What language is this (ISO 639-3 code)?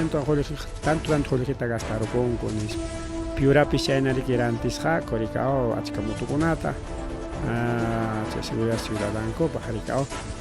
quy